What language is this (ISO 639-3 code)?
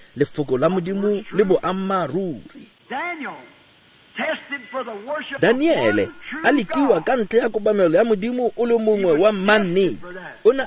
tsn